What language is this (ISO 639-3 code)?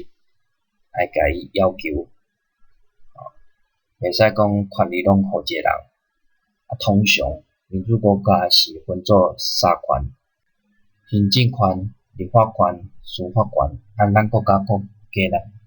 nan